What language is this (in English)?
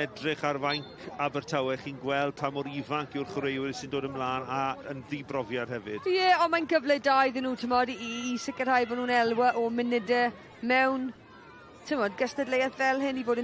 Welsh